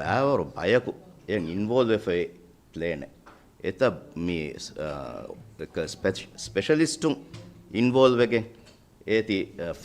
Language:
Divehi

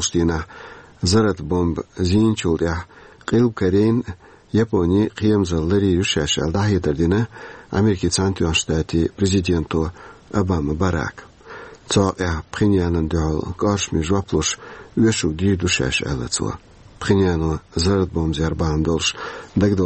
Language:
Chechen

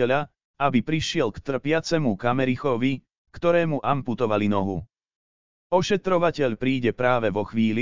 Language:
Slovak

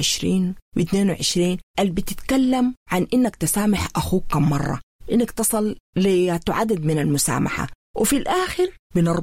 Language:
Sudanese Arabic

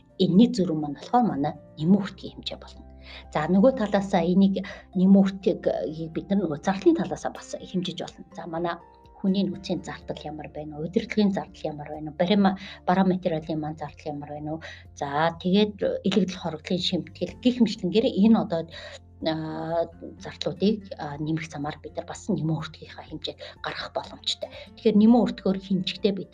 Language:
Mongolian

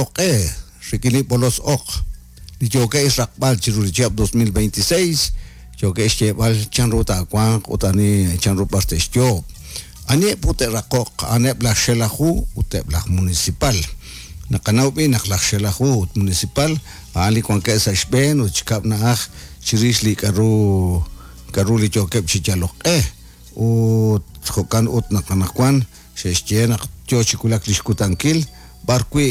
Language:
Kekchí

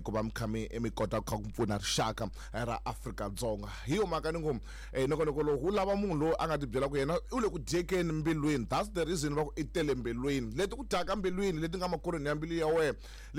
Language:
Tsonga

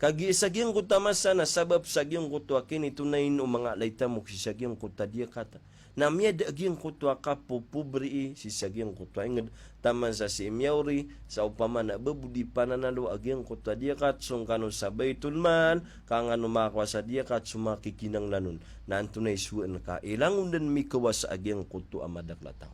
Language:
Maranao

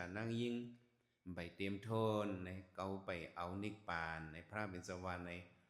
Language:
Shan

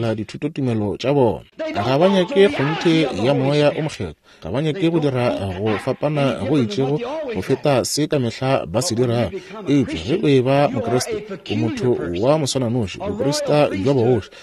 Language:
Northern Sotho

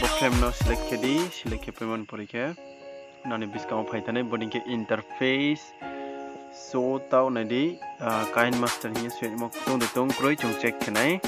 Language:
Riang (India)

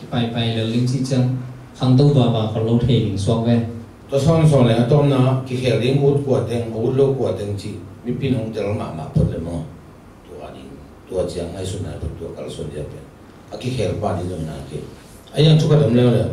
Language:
Tedim Chin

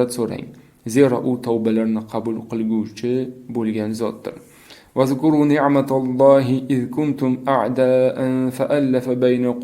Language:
Uzbek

